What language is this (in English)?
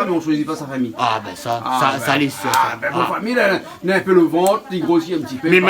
Réunion Creole French